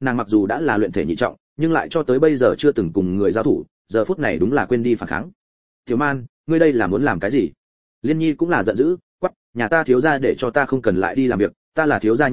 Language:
Vietnamese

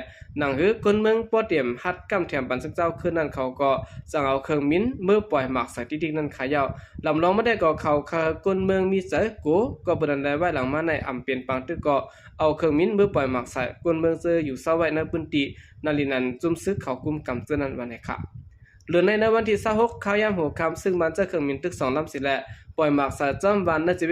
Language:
Shan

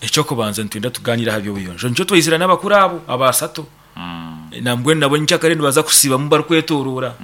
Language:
Nyankole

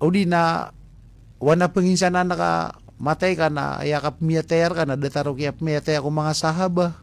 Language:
Maranao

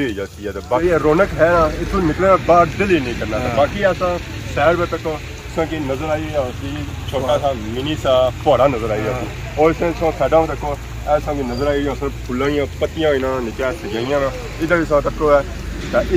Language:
Pahari-Potwari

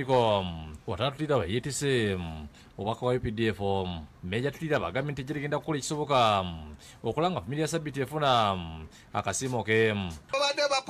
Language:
Ganda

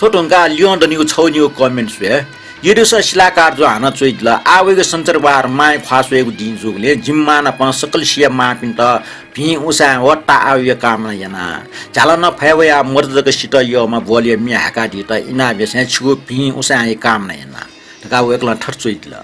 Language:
Newari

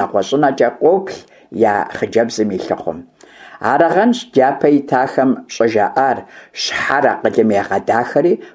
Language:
Kabardian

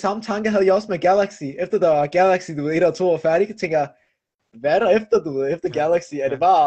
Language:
Danish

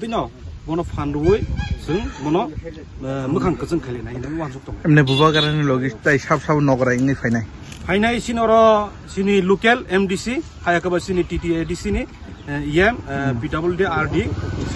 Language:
Kok Borok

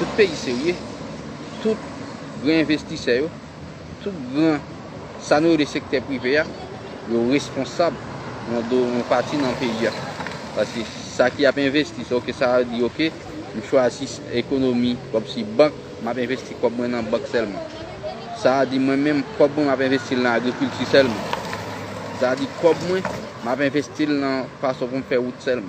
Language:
Haitian Creole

